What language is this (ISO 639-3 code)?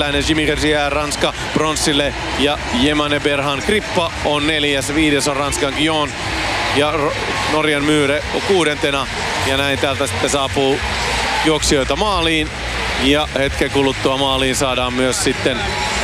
fin